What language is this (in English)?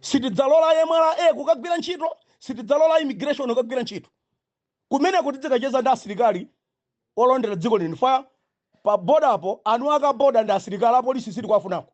Nyanja